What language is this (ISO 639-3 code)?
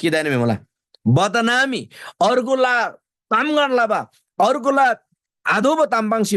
taj